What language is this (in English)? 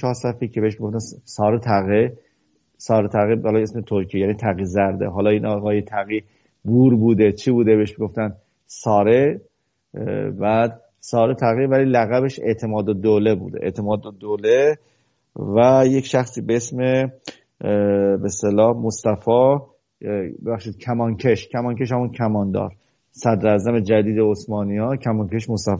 Persian